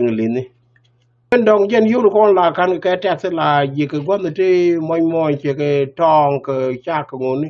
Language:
Nuer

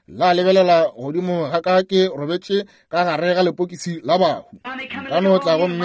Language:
Northern Sotho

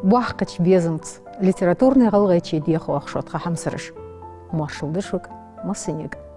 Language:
Ingush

